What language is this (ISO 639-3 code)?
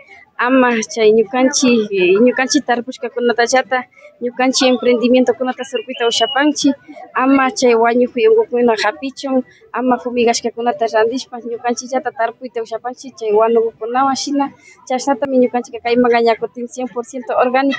qvi